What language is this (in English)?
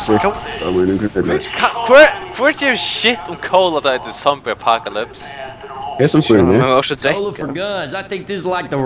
Faroese